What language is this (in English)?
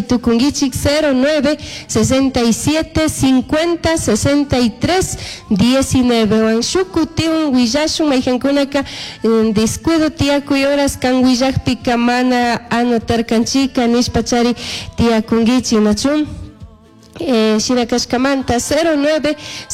Chimborazo Highland Quichua